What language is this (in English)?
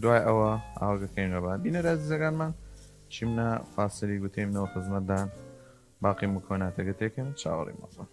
Southern Kurdish